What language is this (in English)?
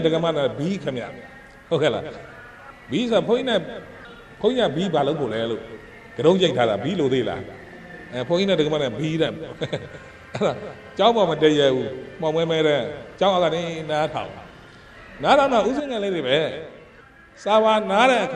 Burmese